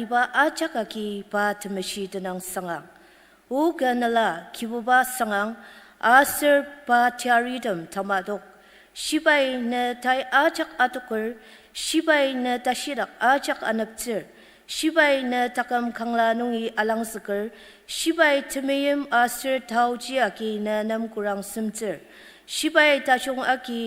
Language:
Ao Naga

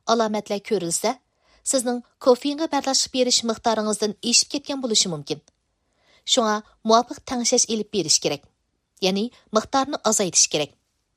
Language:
Uyghur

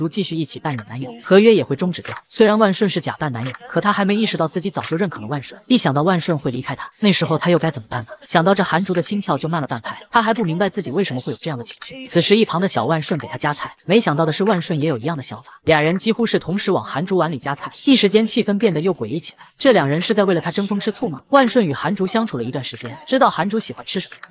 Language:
Chinese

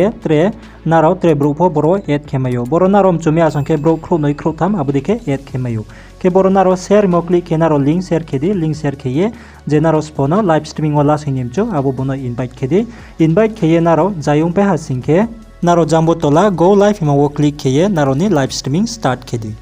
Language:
Riang (India)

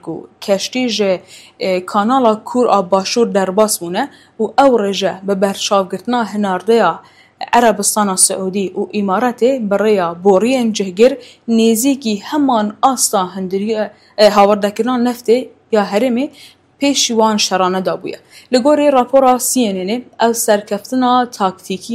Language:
Kurdish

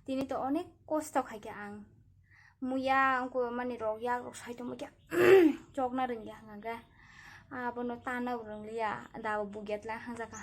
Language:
Kok Borok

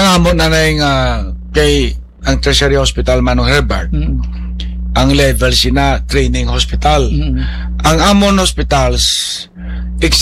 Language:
Hiligaynon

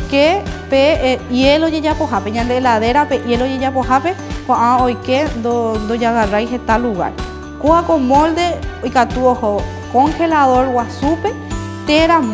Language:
Guarani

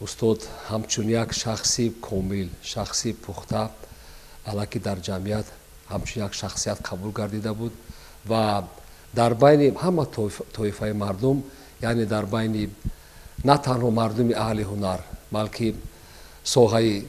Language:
Tajik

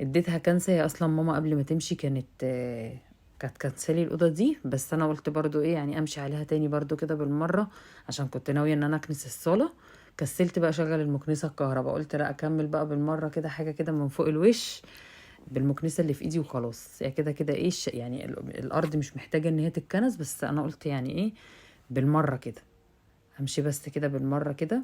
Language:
Egyptian Arabic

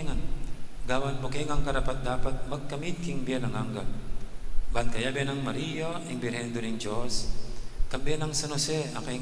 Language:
Pampanga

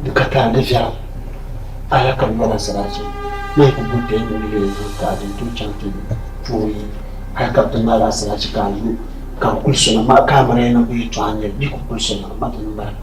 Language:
Dagbani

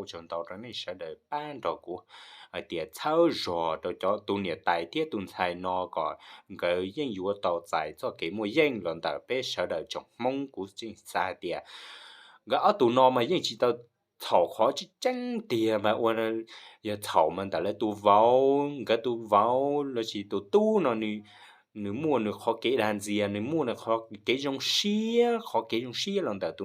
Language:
Hmong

